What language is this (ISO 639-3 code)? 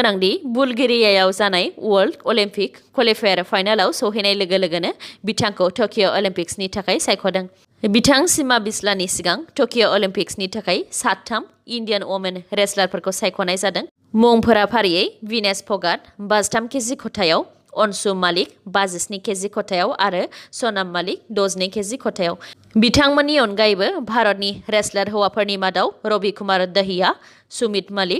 brx